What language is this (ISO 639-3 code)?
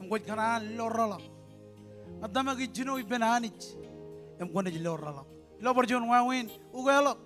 mah